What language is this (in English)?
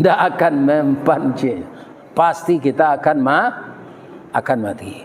Minangkabau